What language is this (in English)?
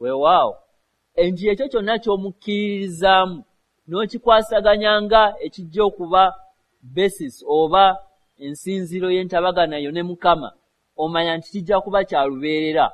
Ganda